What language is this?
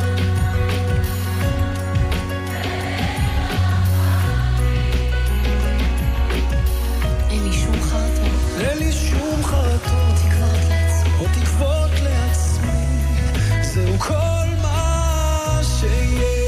Hebrew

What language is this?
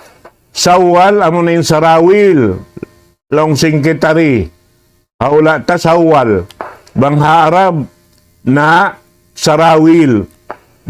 Tausug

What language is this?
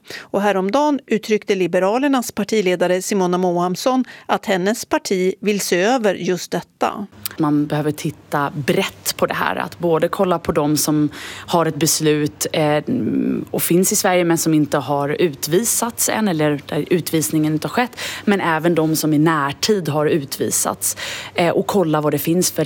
Swedish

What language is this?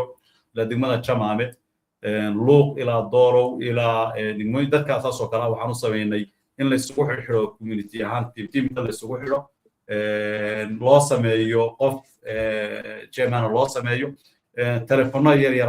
Somali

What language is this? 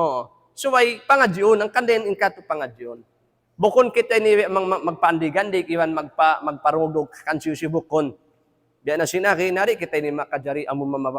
Tausug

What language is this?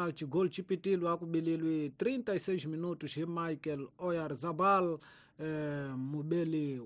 Tsonga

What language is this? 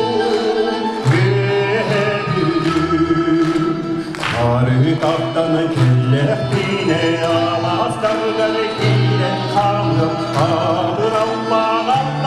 Yakut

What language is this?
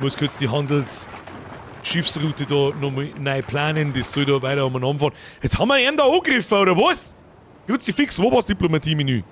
Bavarian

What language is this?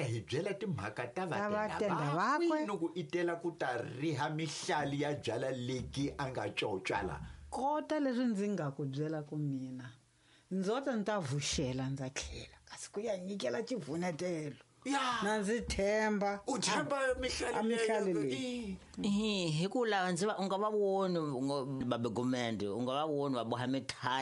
Tsonga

